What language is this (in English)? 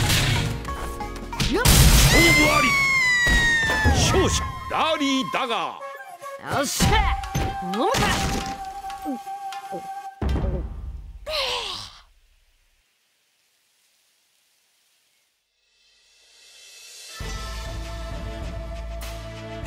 Japanese